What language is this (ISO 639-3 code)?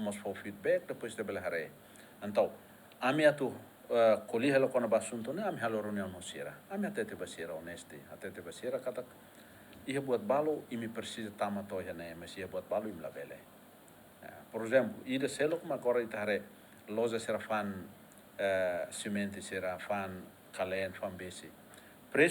tet